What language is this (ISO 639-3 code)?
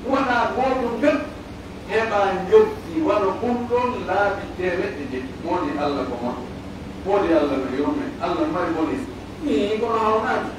fuf